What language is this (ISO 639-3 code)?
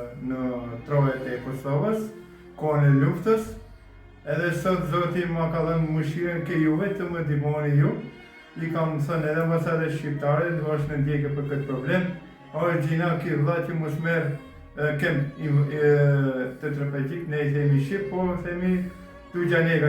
sqi